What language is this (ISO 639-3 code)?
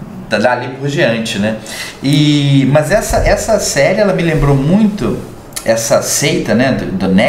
por